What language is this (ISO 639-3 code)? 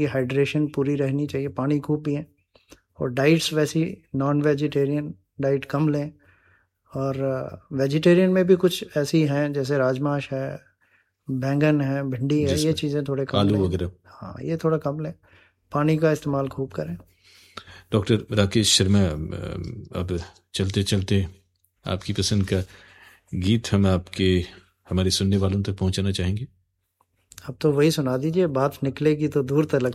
hin